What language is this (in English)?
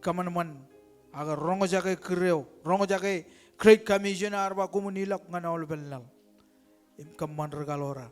Marshallese